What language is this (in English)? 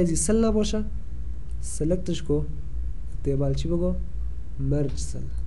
Persian